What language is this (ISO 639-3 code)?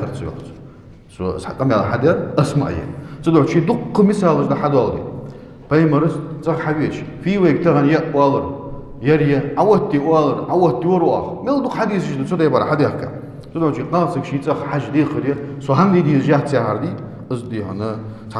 inh